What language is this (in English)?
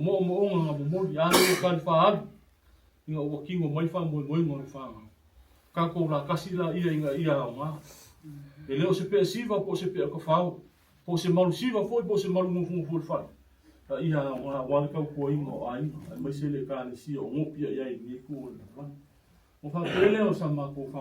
Samoan